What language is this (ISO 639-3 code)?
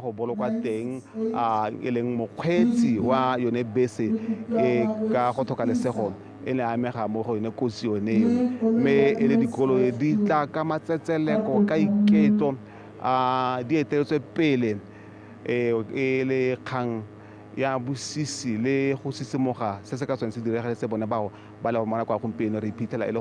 tsn